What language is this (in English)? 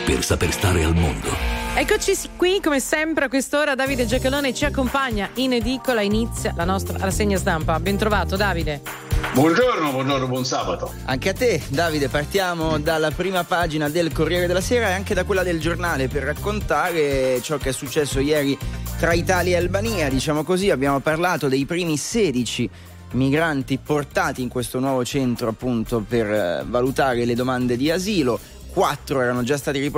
Italian